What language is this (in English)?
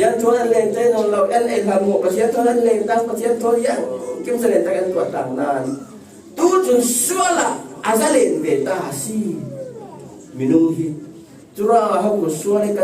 Falam Chin